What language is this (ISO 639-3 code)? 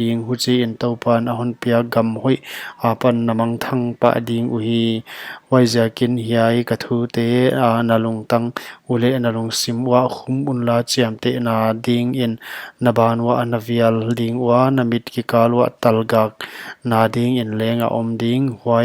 pck